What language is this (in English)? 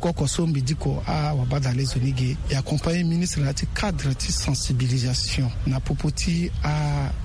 Sango